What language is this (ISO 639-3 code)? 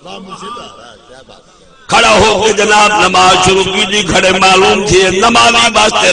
skr